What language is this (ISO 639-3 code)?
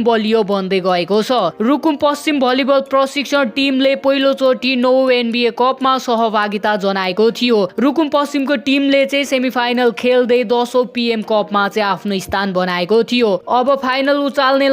nep